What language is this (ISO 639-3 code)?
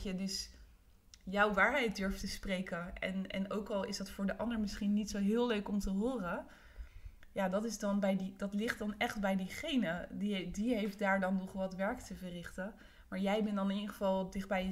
nld